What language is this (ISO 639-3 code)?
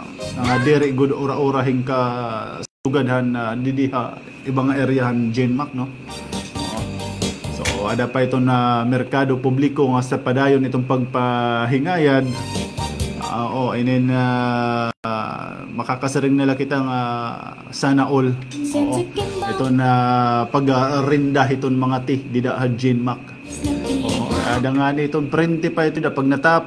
war